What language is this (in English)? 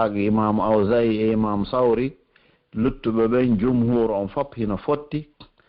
Pular